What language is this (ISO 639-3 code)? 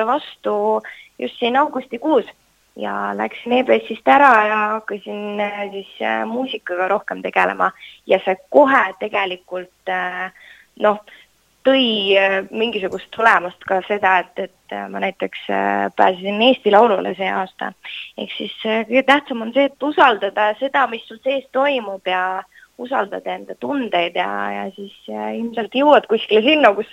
est